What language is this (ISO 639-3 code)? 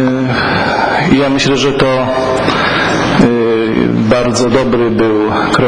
pol